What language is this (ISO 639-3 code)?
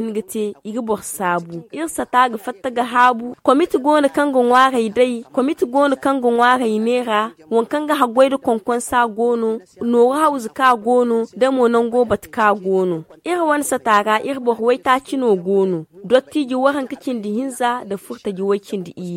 dje